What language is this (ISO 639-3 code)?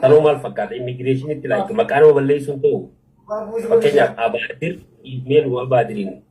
orm